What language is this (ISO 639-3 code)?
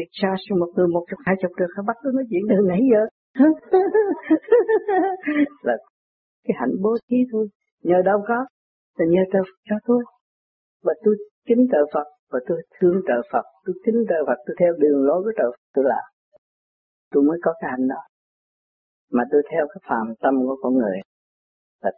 vie